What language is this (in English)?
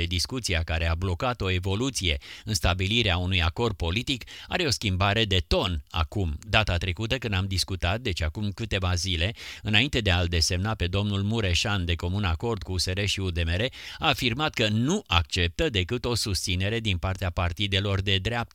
Romanian